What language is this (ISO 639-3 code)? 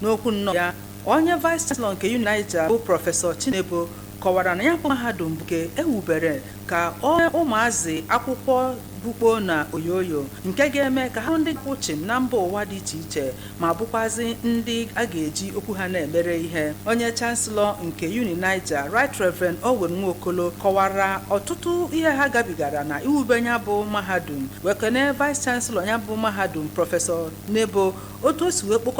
ibo